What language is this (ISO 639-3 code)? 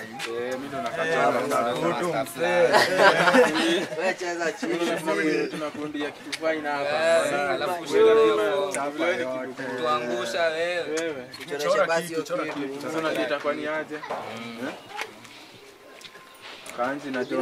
swa